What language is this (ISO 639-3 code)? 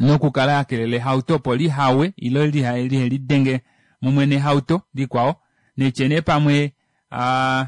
kua